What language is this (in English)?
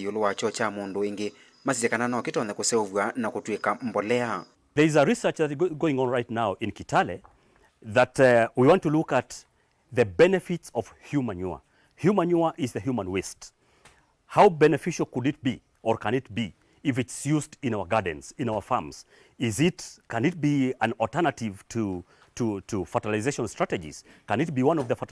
Kamba